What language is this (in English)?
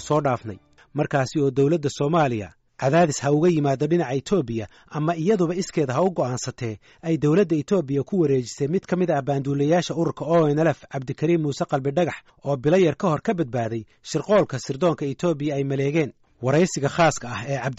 Somali